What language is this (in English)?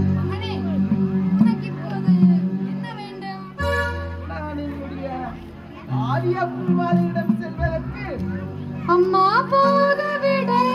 Tamil